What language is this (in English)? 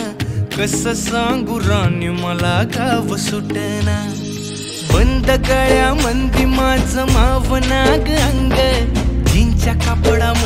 Marathi